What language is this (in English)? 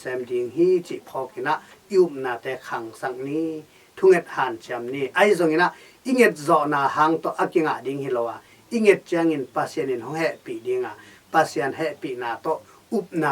Tedim Chin